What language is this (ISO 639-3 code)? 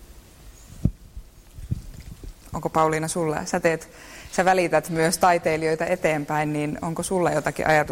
fin